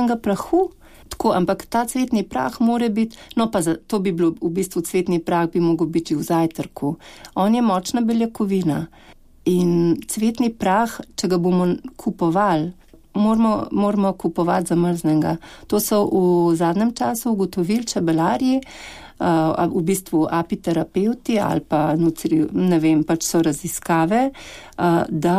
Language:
Slovenian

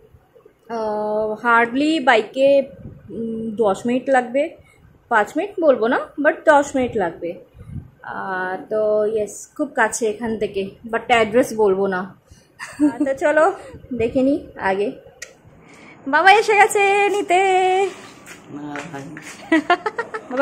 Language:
Bangla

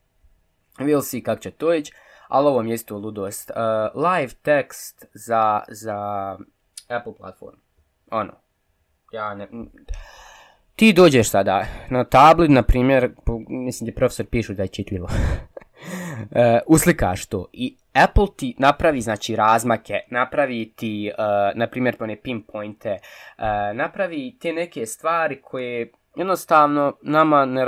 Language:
Bosnian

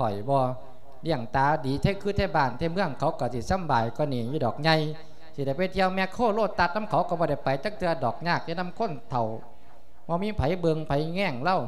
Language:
Lao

